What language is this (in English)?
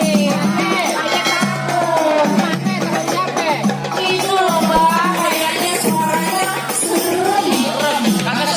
Betawi